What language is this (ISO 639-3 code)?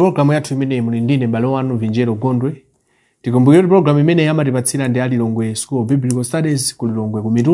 nya